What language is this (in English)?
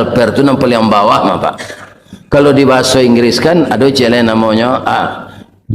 Minangkabau